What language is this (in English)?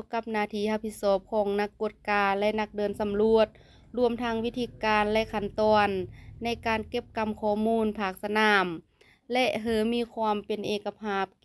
Lao